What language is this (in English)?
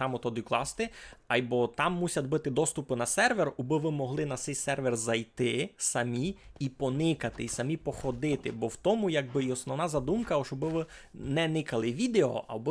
Rusyn